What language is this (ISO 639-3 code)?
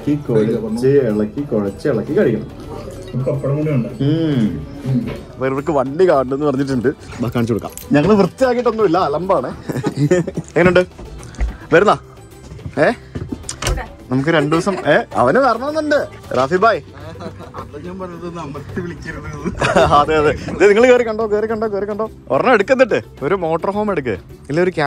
mal